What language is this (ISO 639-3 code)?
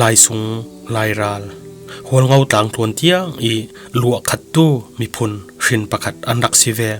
cfm